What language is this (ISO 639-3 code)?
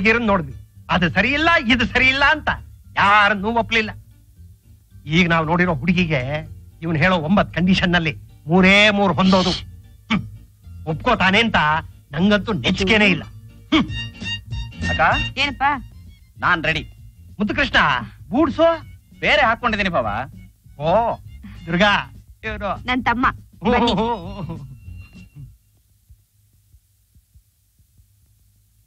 kan